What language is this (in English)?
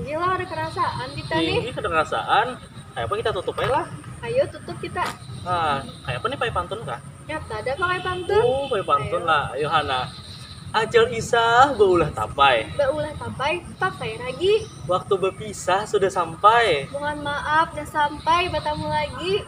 Banjar